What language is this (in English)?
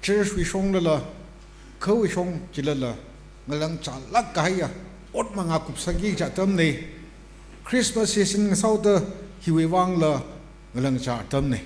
Tangkhul Naga (India)